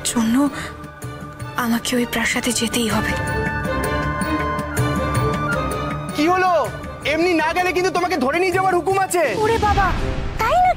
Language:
Bangla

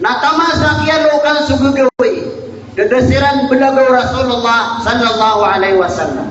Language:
Maranao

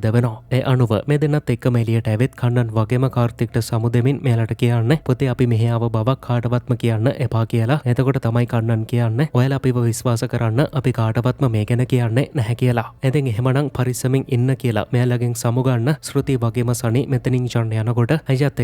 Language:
Sinhala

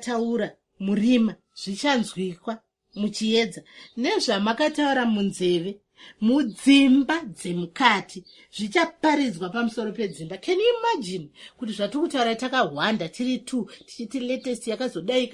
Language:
Shona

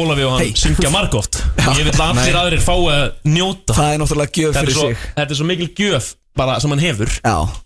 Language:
Icelandic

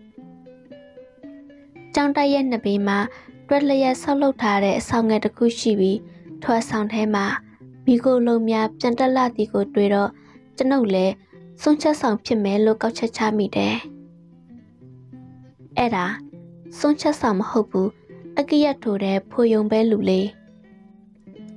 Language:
Burmese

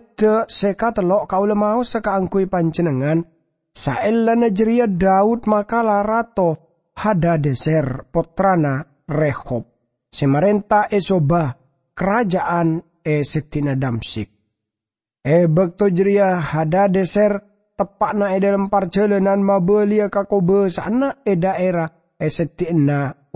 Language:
Madurese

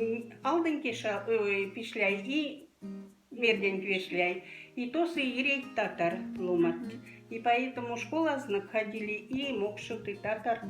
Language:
Moksha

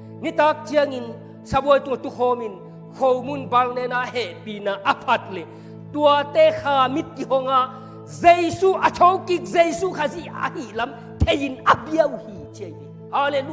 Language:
Tedim Chin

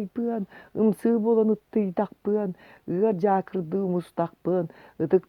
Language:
Yakut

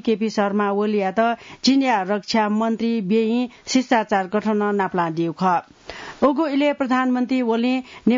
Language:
Newari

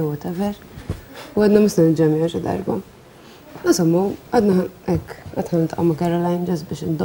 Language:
Maltese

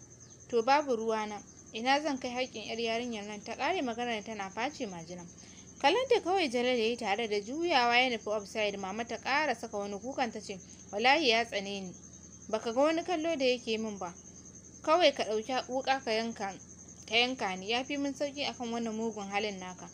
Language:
Hausa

